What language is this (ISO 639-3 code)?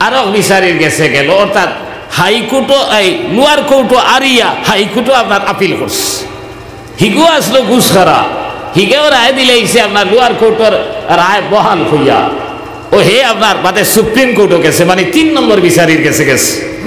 syl